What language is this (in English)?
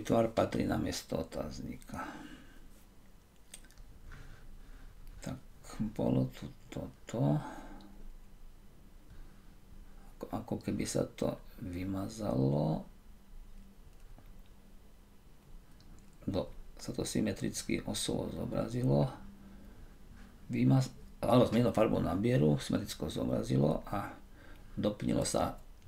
Slovak